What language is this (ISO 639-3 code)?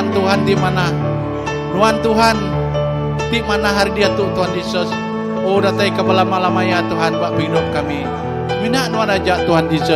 iba